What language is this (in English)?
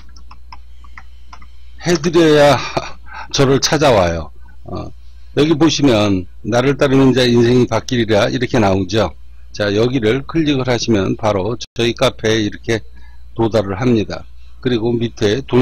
Korean